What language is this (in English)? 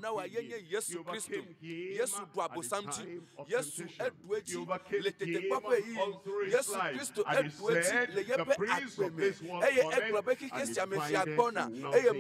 Ewe